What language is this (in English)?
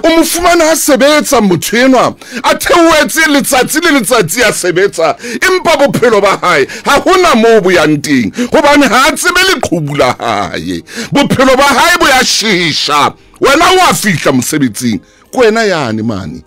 Southern Sotho